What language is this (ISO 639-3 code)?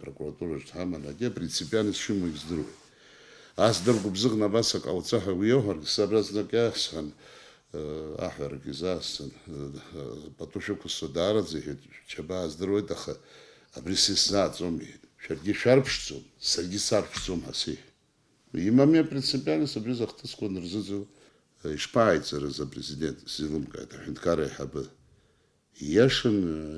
abk